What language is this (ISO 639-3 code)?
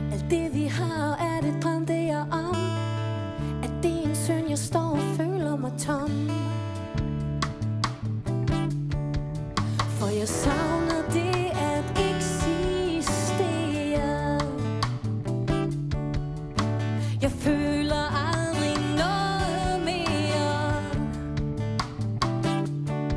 dan